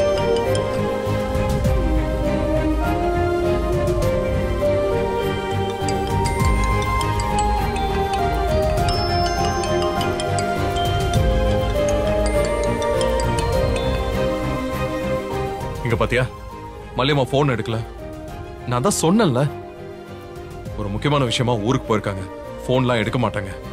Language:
Tamil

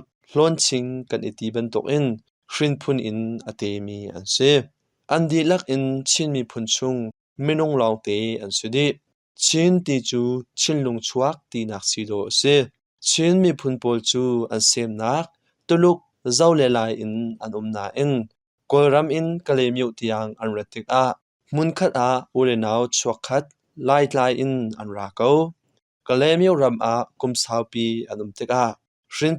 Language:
Hakha Chin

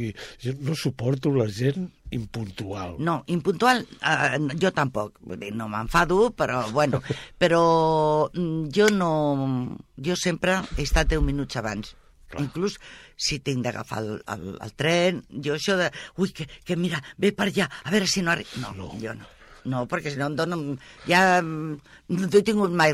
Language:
Catalan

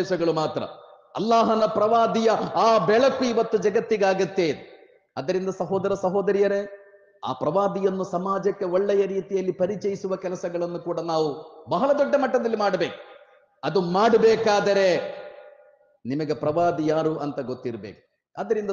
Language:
Kannada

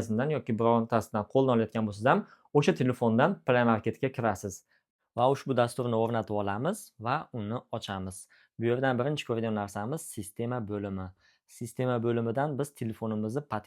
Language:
Uzbek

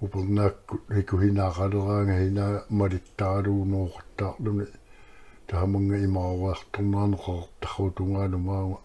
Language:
Kalaallisut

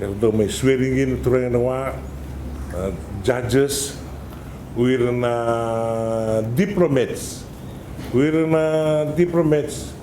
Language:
Fijian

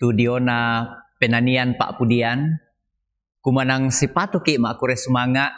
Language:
Toraja-Sa'dan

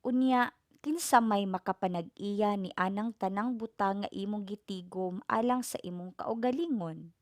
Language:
Cebuano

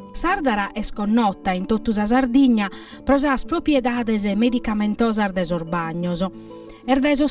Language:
Sardinian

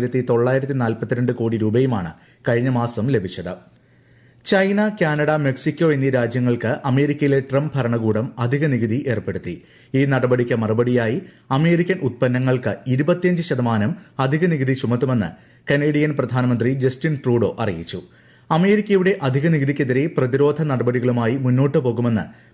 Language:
Malayalam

